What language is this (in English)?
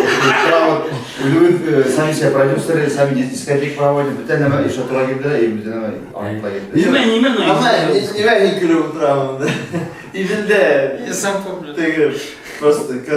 Bashkir